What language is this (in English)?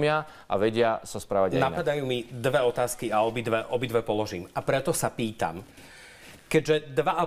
Slovak